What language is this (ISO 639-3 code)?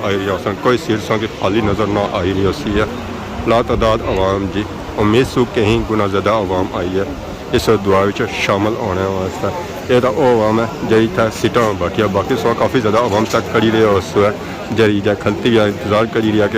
phr